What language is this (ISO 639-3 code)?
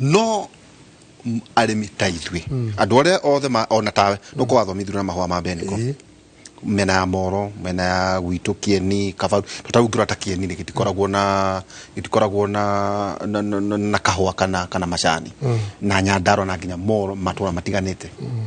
kik